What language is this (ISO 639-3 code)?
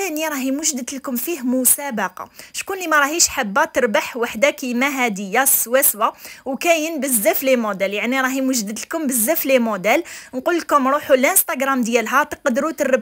arq